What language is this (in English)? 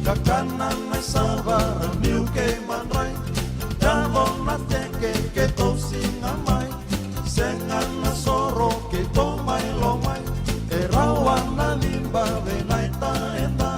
Fijian